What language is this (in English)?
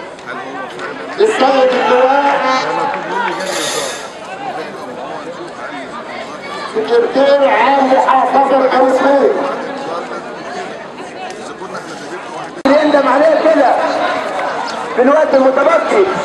Egyptian Arabic